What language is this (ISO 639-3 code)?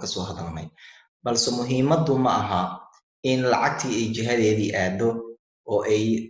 som